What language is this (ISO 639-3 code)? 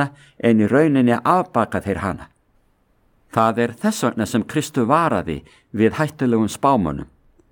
isl